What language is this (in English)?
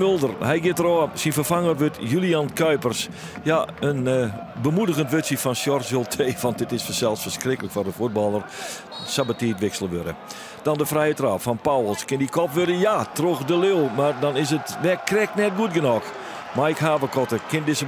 Western Frisian